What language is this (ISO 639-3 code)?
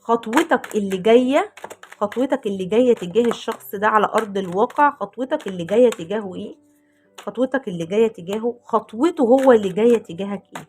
arz